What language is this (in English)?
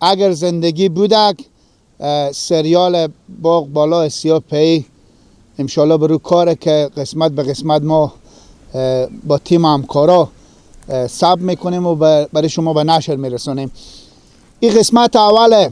Persian